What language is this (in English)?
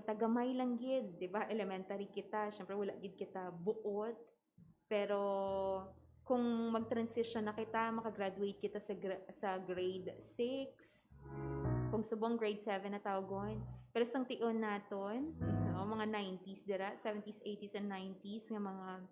Hiligaynon